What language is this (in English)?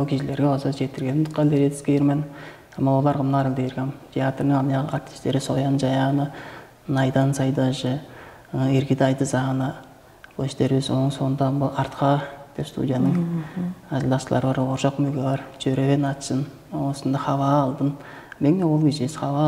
Tuvinian